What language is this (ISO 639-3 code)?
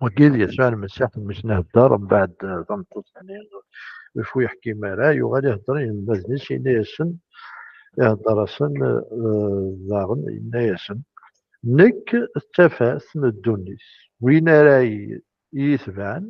kab